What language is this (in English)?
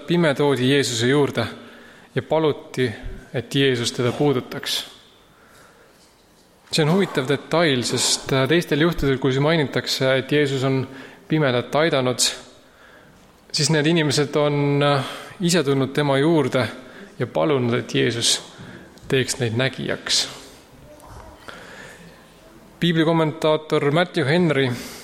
Estonian